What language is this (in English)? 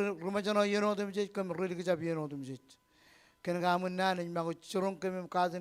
Marshallese